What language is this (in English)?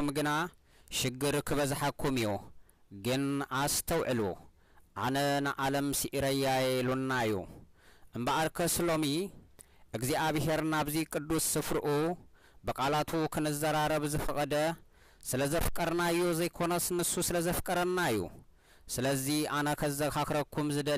Tigrinya